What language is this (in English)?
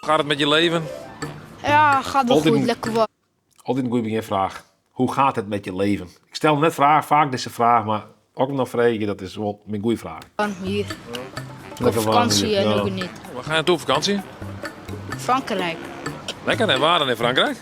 Western Frisian